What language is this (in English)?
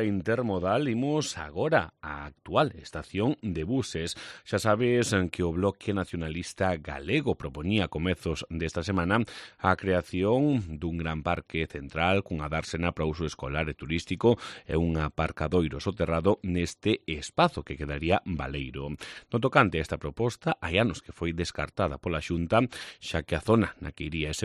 Galician